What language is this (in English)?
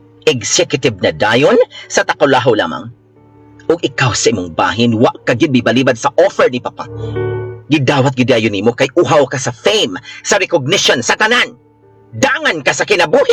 Cebuano